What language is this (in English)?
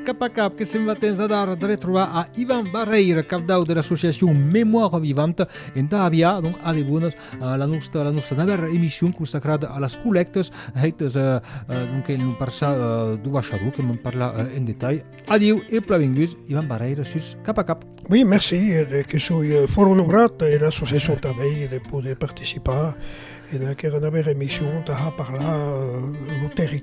Occitan